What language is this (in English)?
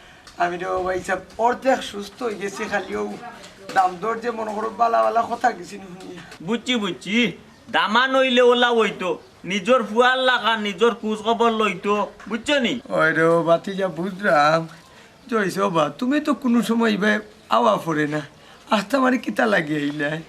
Sylheti